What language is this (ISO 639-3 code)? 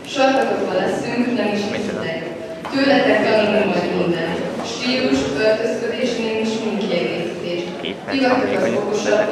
hun